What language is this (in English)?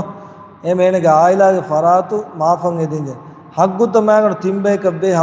Divehi